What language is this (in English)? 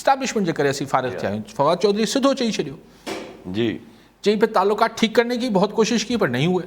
Sindhi